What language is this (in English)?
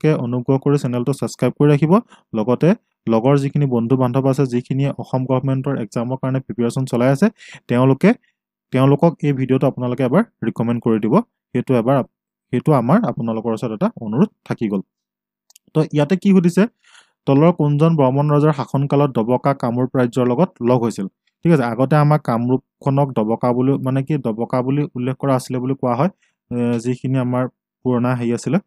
Assamese